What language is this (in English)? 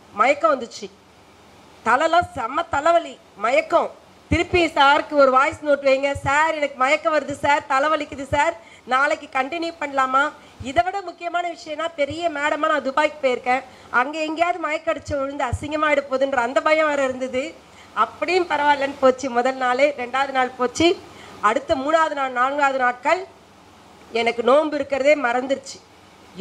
Tamil